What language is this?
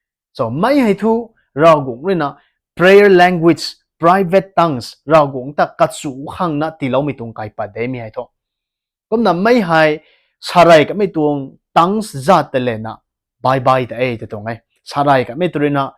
Rongmei Naga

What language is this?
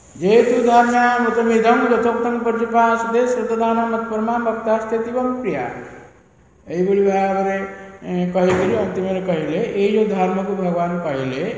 Odia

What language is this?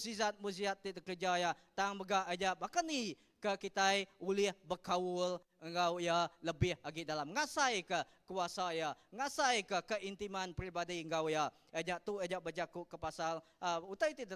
Iban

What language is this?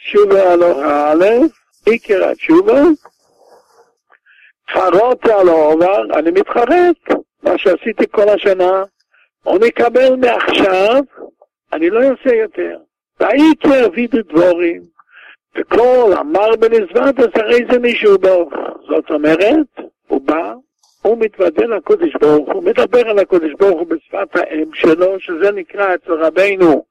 Hebrew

